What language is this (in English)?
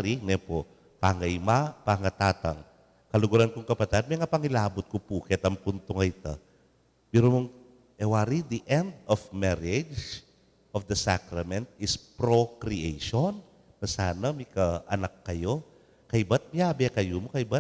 Pampanga